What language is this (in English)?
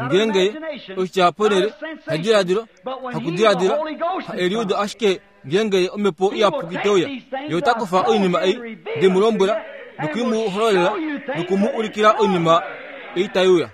Kuanyama